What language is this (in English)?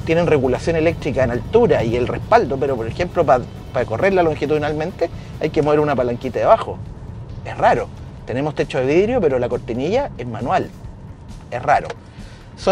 Spanish